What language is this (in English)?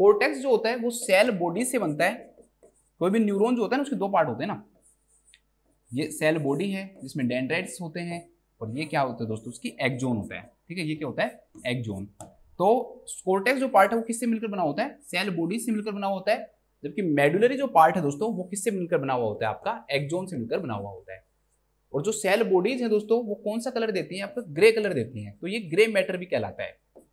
Hindi